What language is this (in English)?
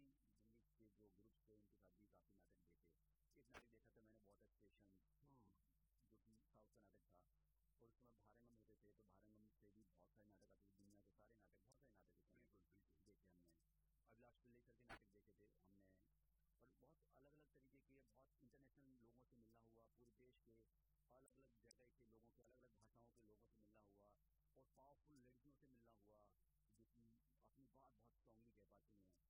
Hindi